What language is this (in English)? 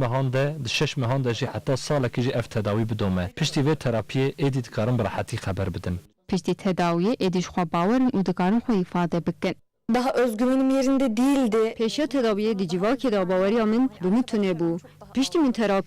Kurdish